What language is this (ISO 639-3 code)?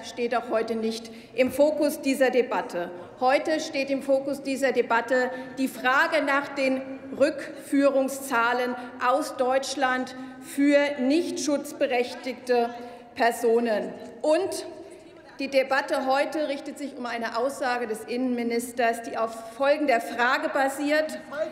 deu